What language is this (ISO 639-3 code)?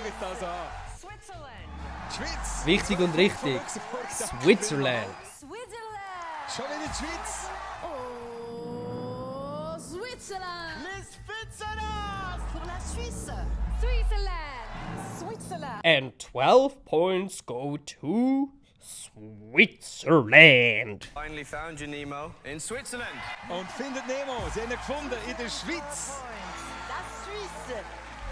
gsw